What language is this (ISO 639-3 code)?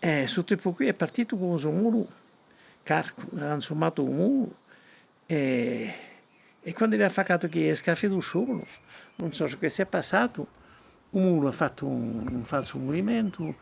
cos